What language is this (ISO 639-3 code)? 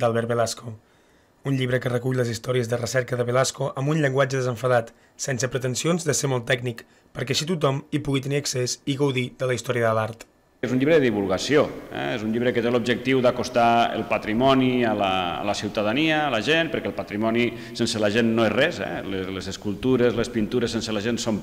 cat